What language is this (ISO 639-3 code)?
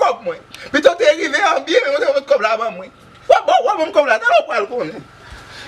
hat